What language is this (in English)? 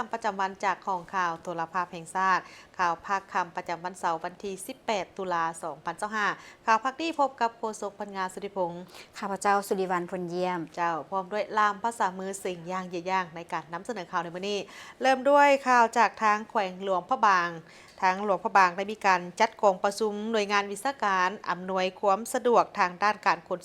Lao